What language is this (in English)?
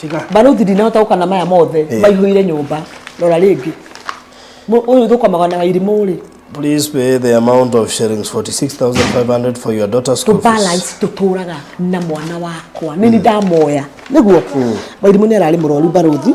Kikuyu